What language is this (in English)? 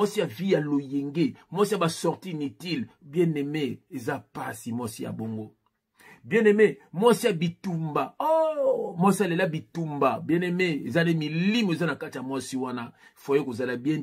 Lingala